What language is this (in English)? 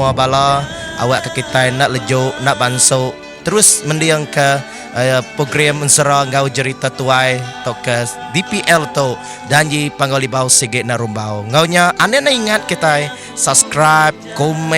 Iban